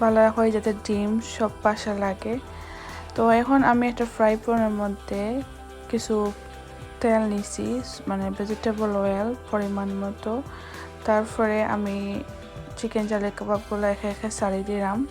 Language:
Sylheti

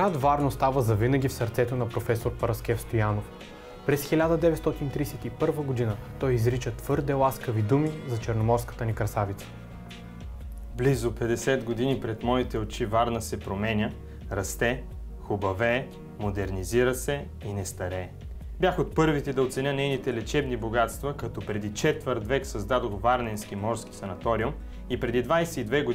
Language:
Bulgarian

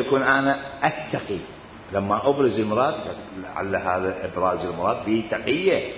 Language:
Mesopotamian Arabic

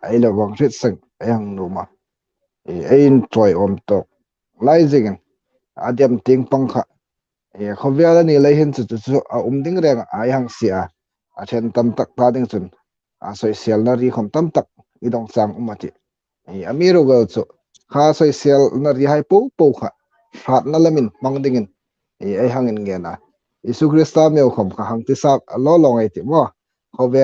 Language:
Hmar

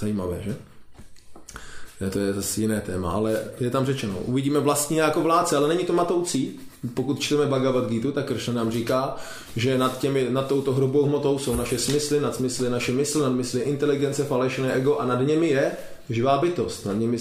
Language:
Czech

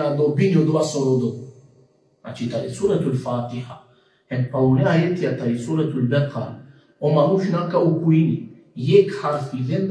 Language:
Balkan Romani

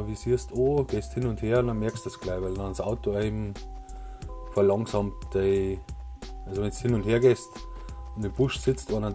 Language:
Bavarian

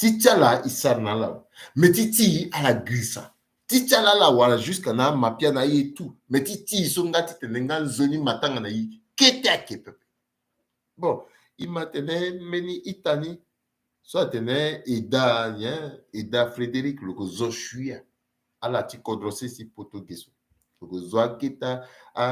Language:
Sango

